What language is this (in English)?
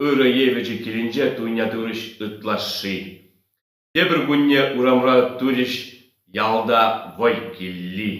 Chuvash